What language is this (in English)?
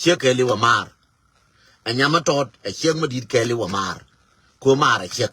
Nuer